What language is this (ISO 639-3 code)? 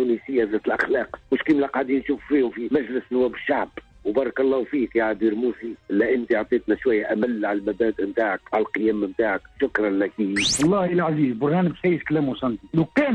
aeb